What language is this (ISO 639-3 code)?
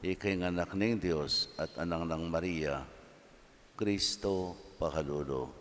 pam